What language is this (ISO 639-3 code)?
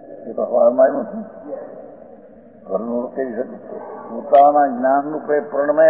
guj